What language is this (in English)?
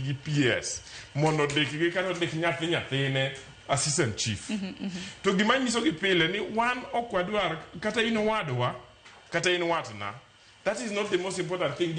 Luo (Kenya and Tanzania)